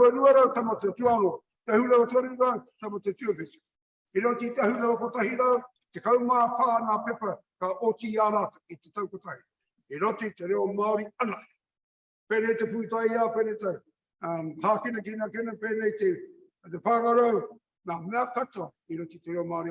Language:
Māori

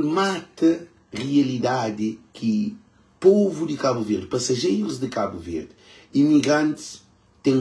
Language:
Kabuverdianu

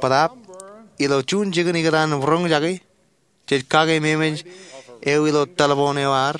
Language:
Marshallese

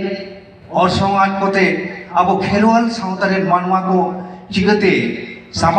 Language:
Santali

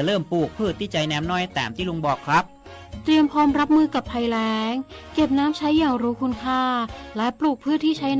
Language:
Lahu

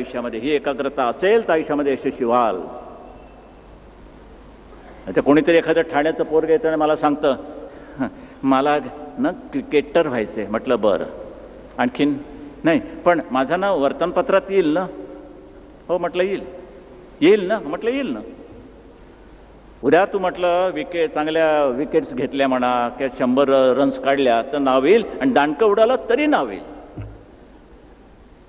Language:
Marathi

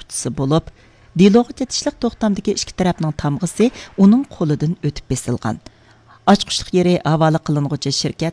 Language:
Uyghur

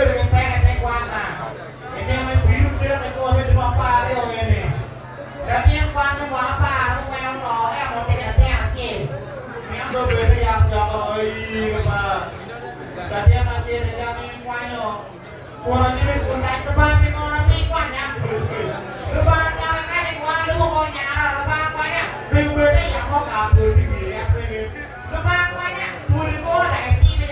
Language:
Acoli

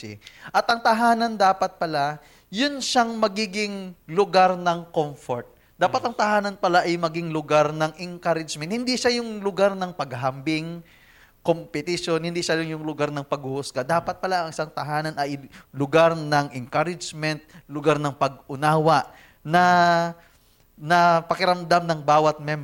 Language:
Filipino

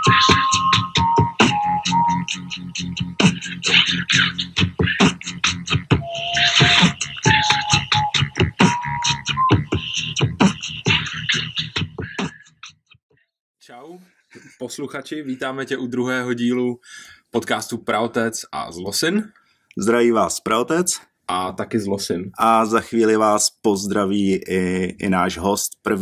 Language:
Czech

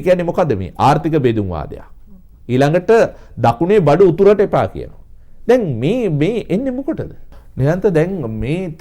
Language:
Sinhala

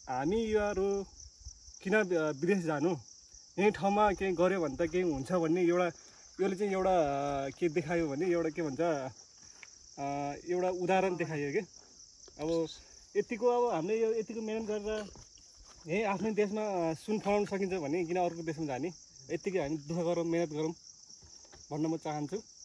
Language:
Nepali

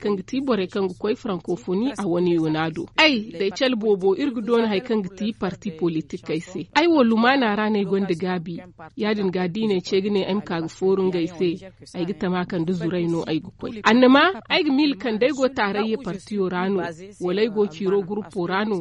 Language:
Zarma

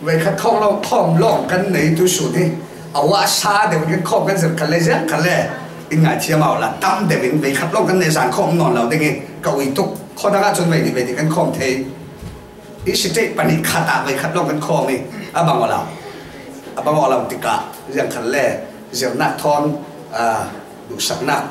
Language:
Falam Chin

